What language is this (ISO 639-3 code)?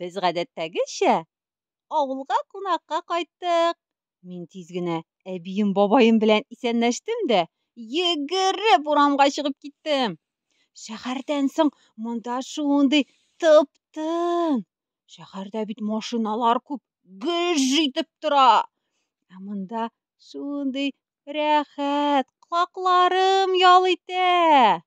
tat